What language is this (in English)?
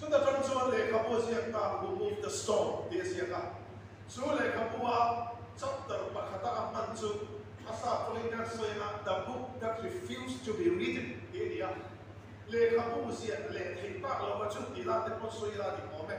Mizo